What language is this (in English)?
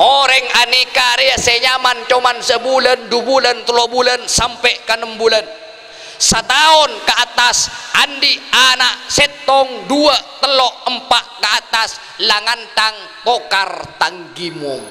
Madurese